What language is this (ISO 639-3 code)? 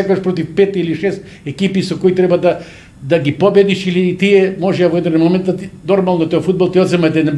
mkd